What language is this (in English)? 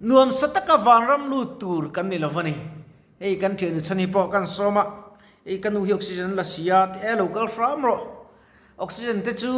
Mizo